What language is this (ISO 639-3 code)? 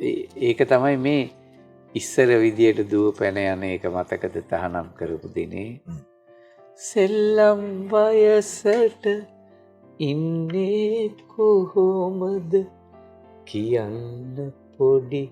sin